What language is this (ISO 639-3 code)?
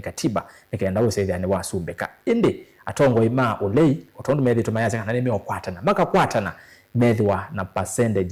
kam